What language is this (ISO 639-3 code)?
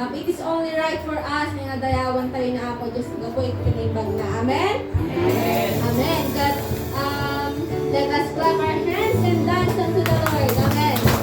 ilo